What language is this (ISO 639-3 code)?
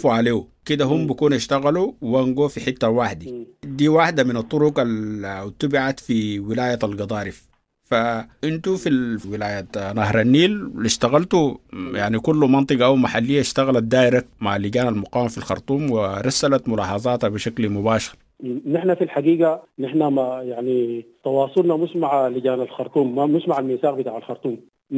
apd